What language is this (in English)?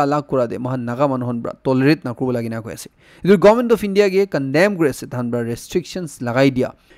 Naga Pidgin